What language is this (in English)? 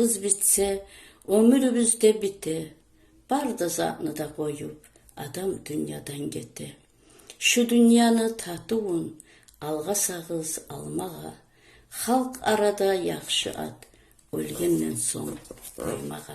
Kumyk